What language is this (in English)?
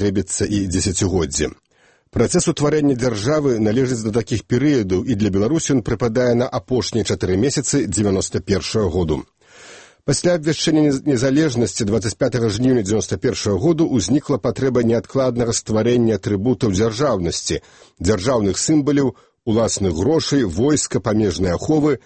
Belarusian